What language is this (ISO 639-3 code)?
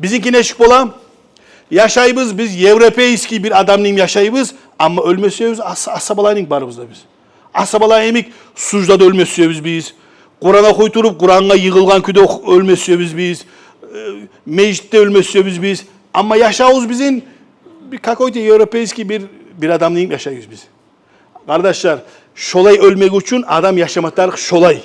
kum